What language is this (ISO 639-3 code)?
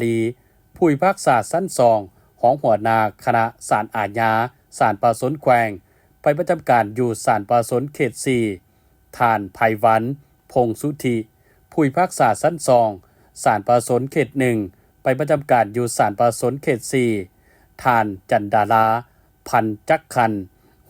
lao